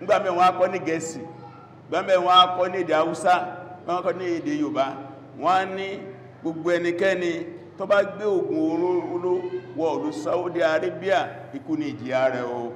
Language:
Yoruba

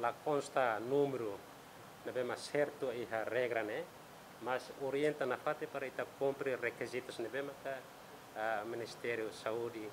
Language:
Tetum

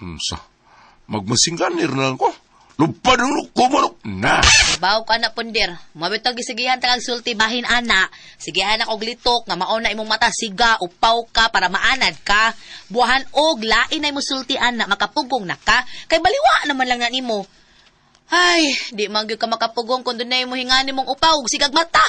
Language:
Cebuano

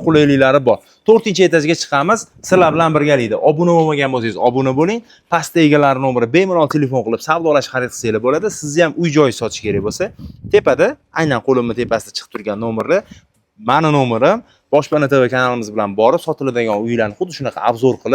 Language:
Uzbek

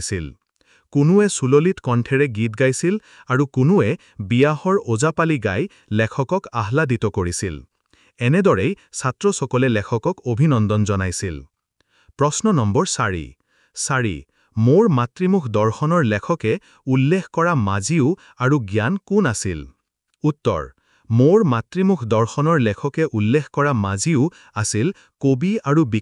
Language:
Assamese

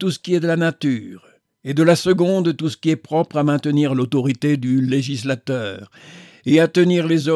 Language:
French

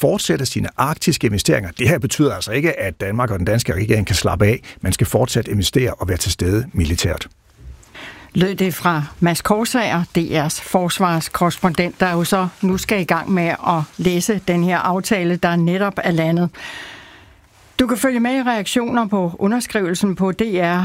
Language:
Danish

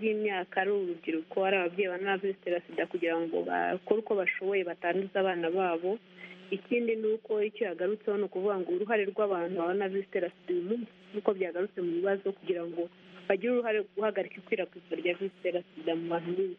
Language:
Kinyarwanda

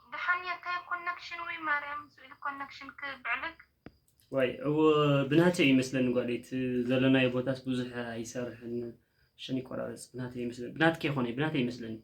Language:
Tigrinya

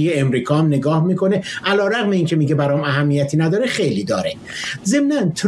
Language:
Persian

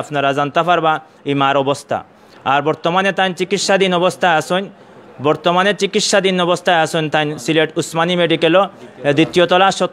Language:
Sylheti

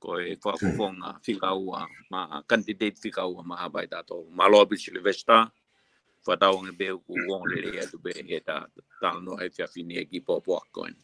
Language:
Tongan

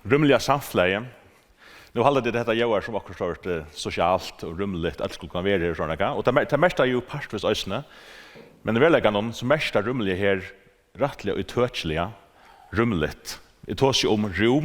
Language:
Faroese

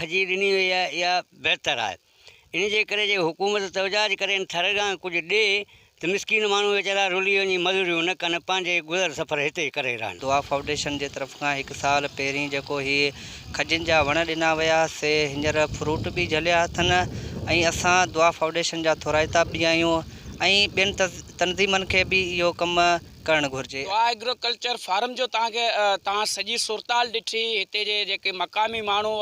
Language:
Sindhi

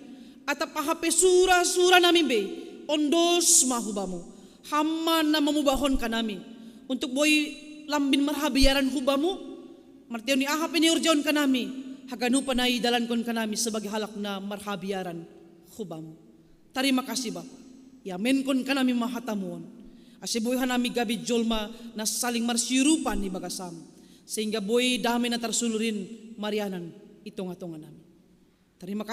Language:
Batak Simalungun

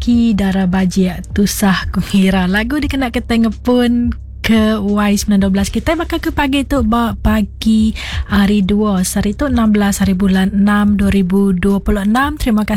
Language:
Iban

